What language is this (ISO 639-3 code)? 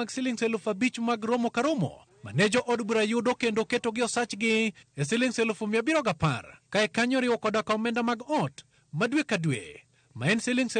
luo